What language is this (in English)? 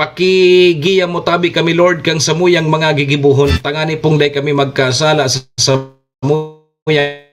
Bikol